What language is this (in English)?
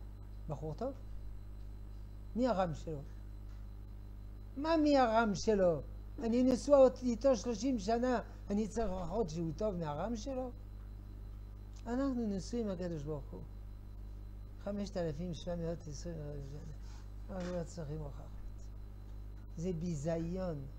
Hebrew